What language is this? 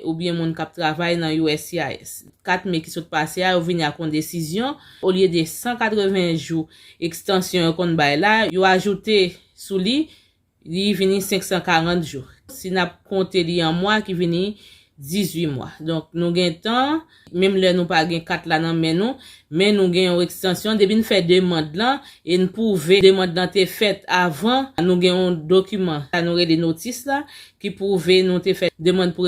Haitian Creole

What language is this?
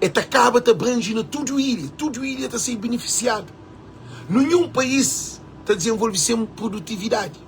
Kabuverdianu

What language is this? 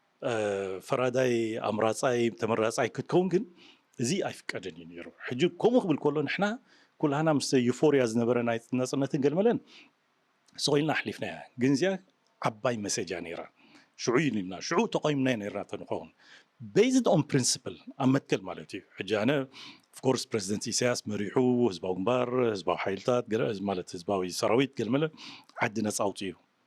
Tigrinya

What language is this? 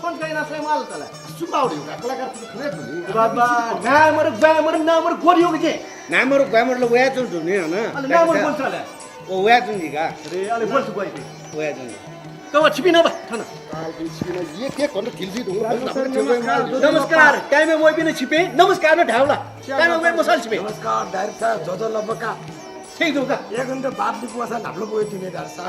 Newari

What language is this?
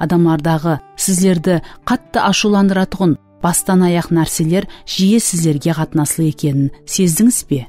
Kara-Kalpak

